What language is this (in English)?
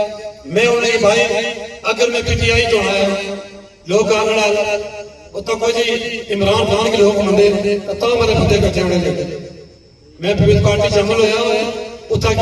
Pahari-Potwari